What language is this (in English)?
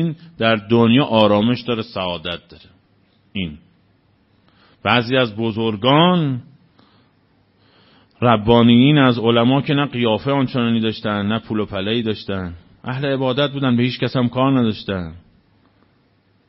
Persian